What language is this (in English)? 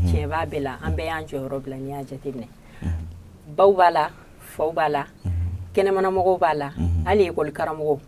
Bambara